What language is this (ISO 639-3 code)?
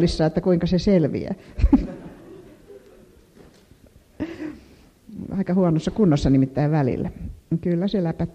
fin